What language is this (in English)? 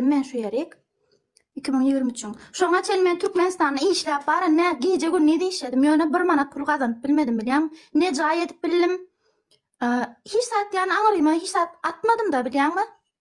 Turkmen